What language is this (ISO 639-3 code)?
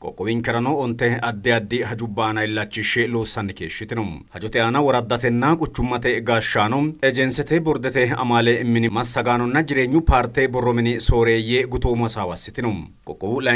sid